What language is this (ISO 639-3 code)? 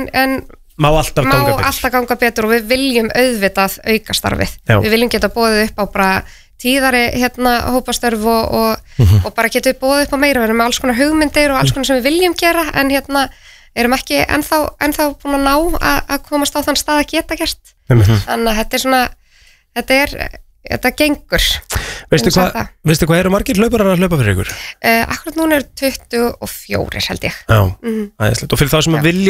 isl